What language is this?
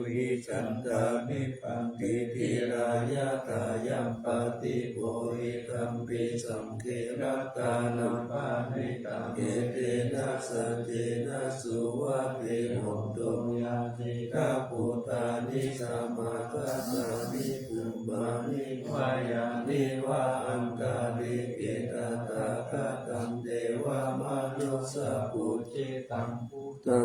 Pali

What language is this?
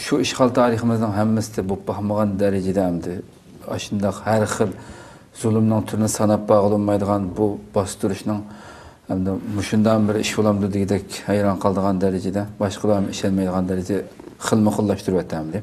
Uyghur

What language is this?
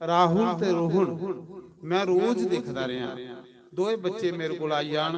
Dogri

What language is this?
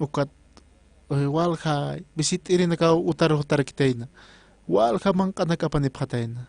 Aymara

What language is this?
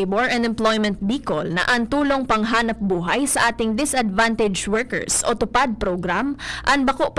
Bikol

